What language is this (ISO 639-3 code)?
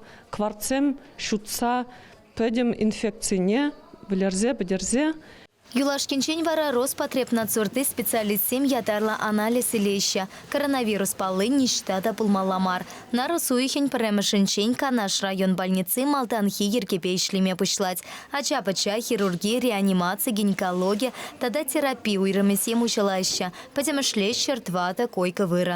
chv